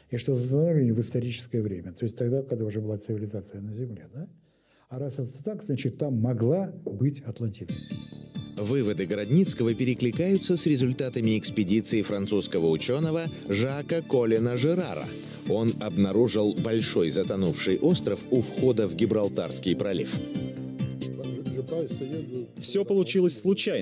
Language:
Russian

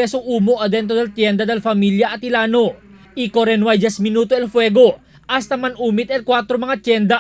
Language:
Chavacano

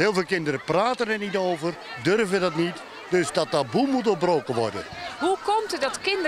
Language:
Dutch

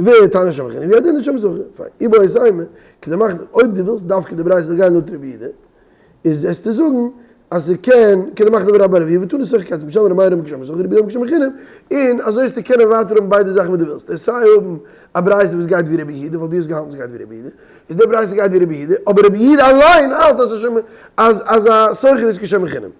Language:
Yiddish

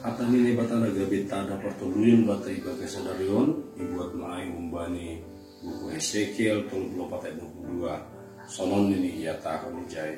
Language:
Batak Simalungun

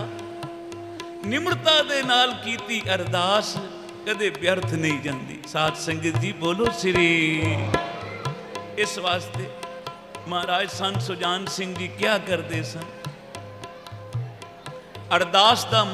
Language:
Punjabi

